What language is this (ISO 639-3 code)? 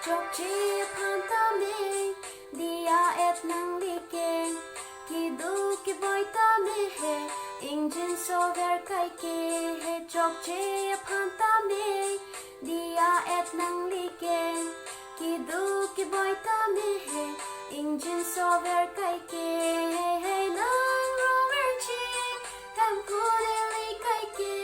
mjw